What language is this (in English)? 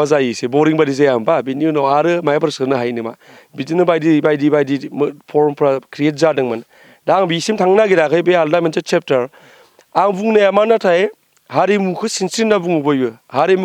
Bodo